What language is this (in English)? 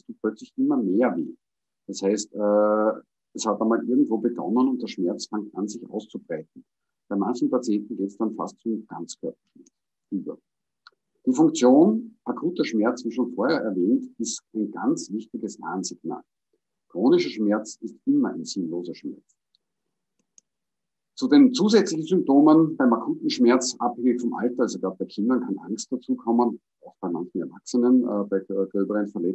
German